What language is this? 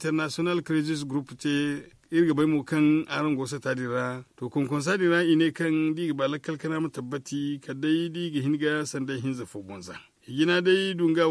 Zarma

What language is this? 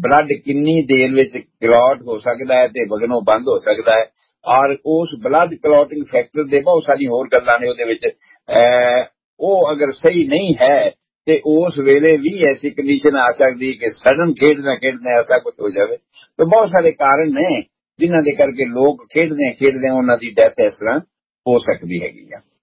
Punjabi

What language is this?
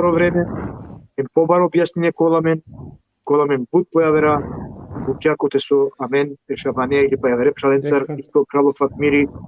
Balkan Romani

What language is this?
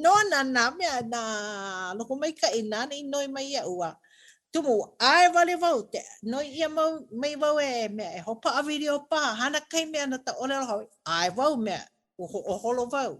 Hawaiian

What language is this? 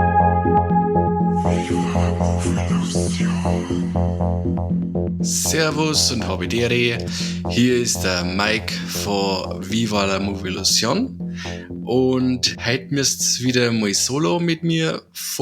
Bavarian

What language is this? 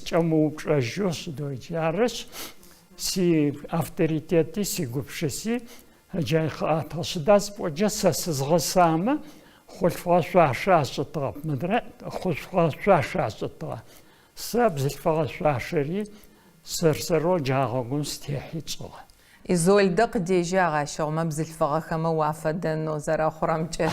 Adyghe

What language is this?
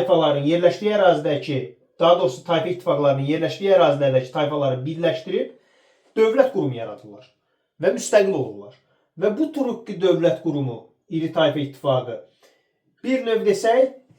Azerbaijani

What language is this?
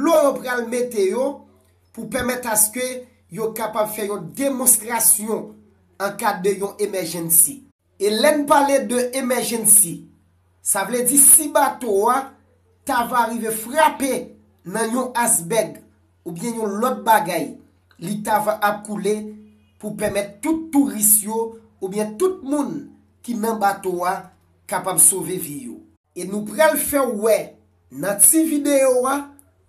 Haitian Creole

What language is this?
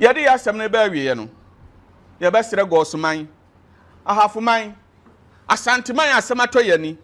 Akan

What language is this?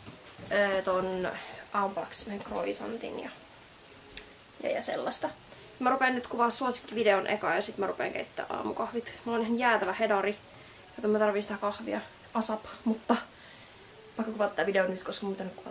Finnish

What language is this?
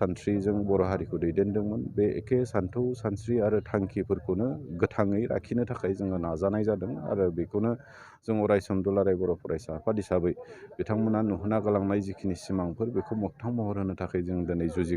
Bodo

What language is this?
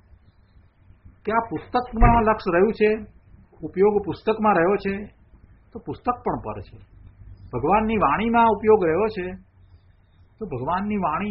Gujarati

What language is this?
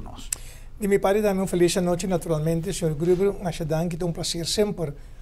Papiamento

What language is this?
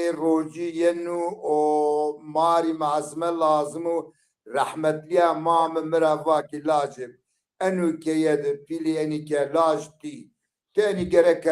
Zaza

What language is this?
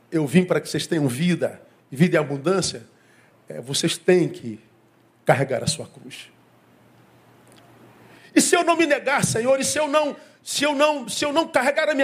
Portuguese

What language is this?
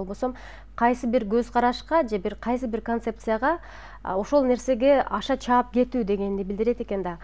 Kyrgyz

